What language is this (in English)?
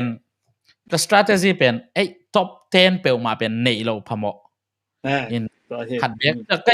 Tedim Chin